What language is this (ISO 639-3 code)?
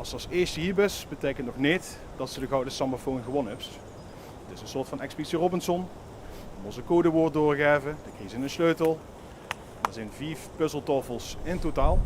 lim